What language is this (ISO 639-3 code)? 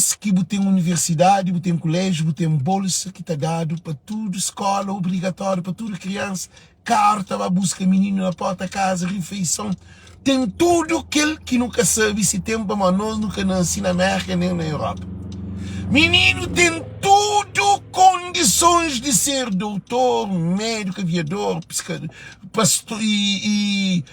kea